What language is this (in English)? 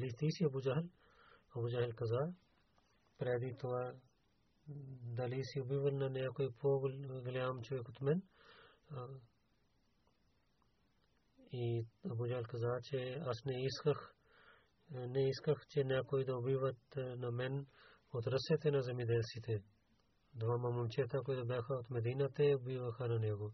Bulgarian